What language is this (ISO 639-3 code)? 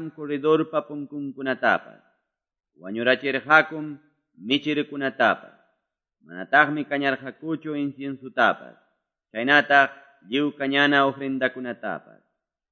que